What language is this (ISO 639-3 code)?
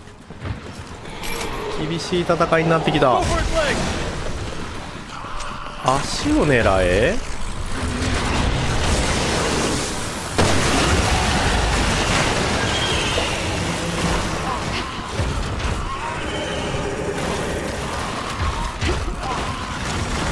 jpn